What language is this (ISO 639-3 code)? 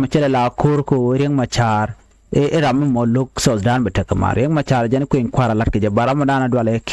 nus